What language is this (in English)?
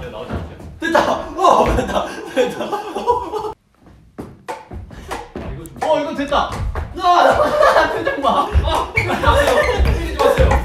Korean